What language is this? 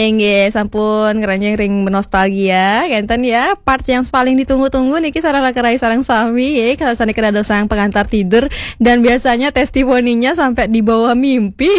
Balinese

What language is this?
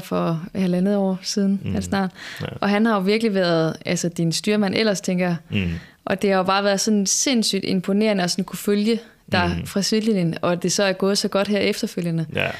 Danish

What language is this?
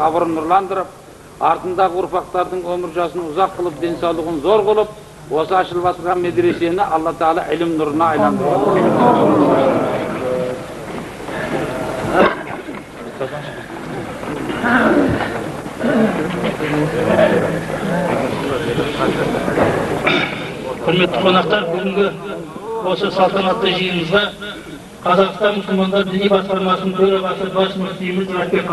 Kazakh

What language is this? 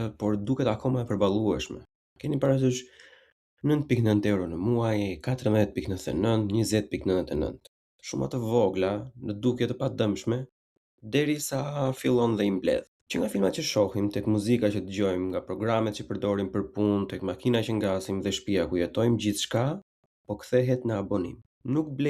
Albanian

